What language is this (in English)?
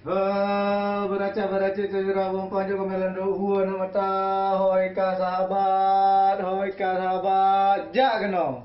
Achinese